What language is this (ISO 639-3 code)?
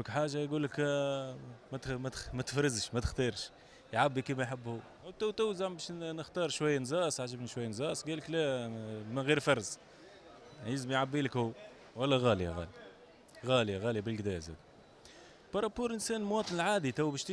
aeb